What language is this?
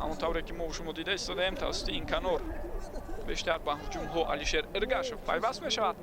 Tajik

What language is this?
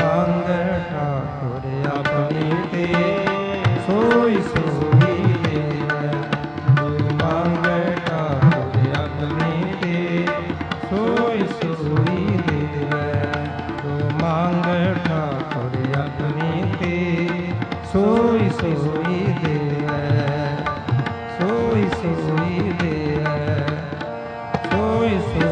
Punjabi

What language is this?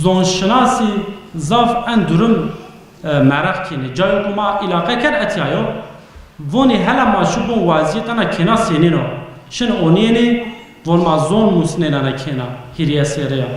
Zaza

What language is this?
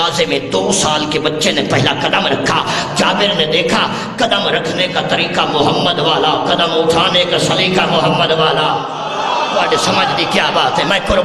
Urdu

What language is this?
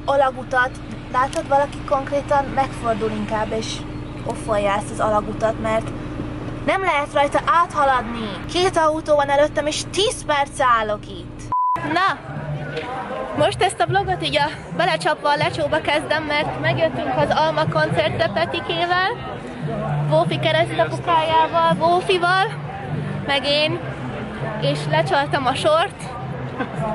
Hungarian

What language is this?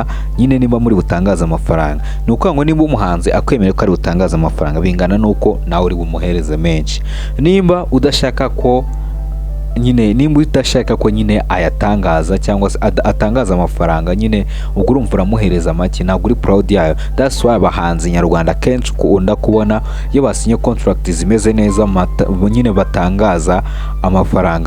Kinyarwanda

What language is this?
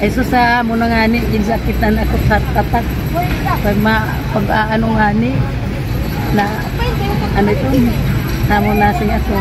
Waray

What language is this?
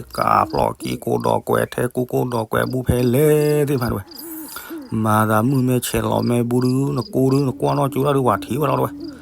S'gaw Karen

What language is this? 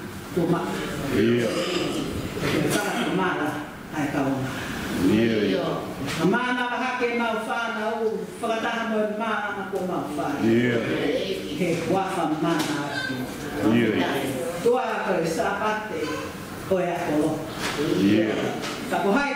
Tongan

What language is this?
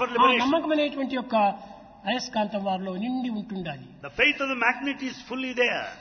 Telugu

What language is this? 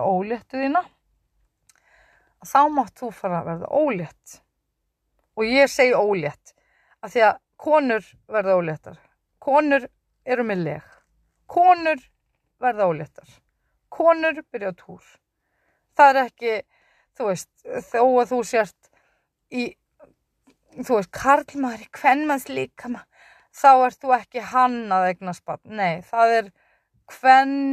Icelandic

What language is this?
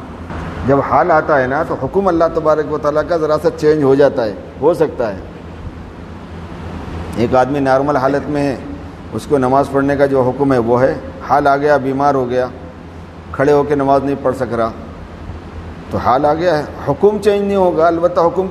Urdu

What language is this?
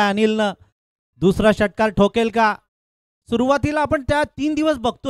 Marathi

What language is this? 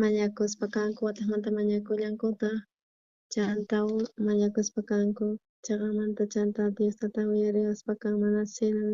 South Bolivian Quechua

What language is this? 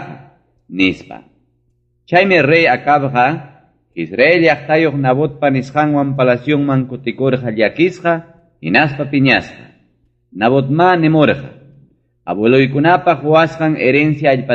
Ayacucho Quechua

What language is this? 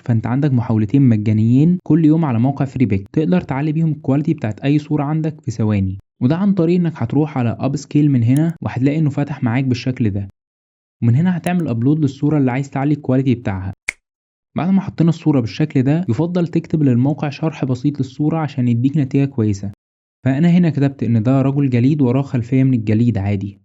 Egyptian Arabic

